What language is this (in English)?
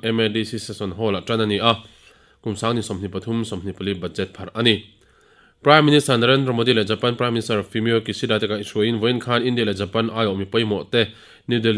Mizo